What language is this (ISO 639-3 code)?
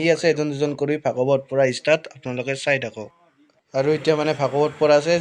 asm